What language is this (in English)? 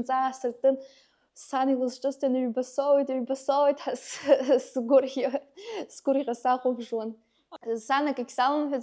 Abkhazian